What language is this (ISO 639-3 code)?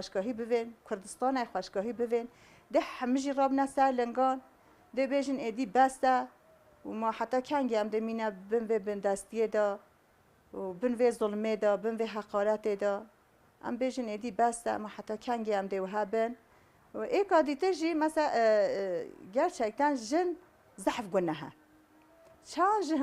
kur